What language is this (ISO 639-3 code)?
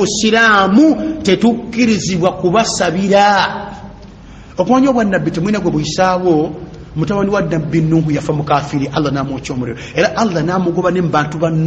lug